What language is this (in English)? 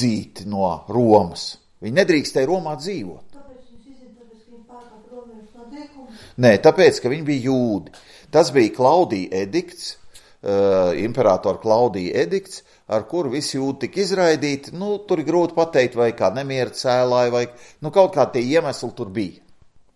Latvian